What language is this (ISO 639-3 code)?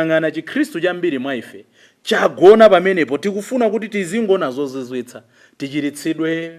nya